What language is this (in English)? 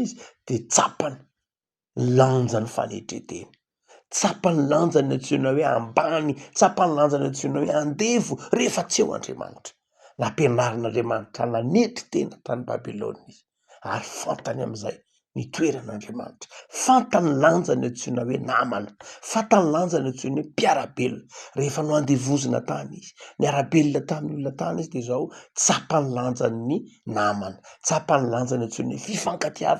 Malagasy